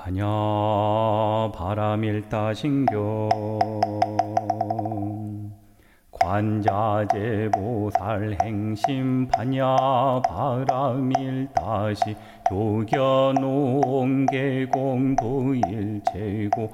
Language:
Korean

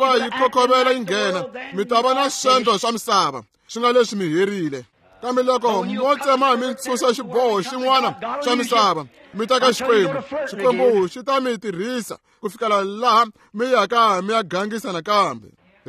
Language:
Tsonga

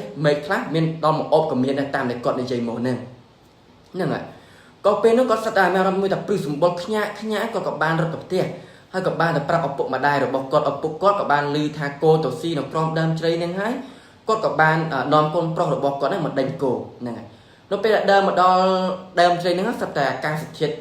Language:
Khmer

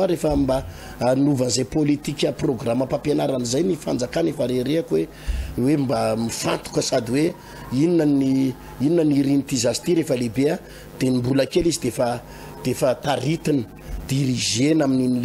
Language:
Malagasy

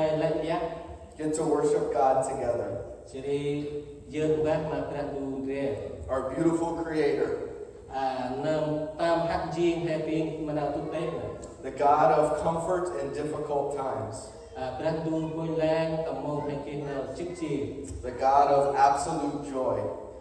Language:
Central Mnong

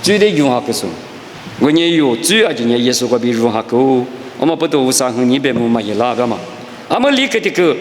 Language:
Lisu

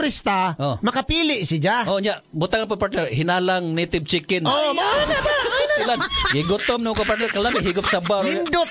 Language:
Cebuano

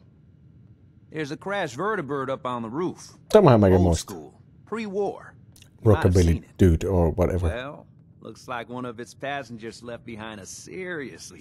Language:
Finnish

